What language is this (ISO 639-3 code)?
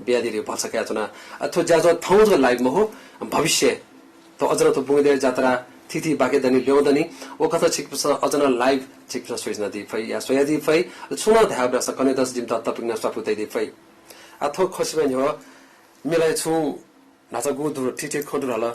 new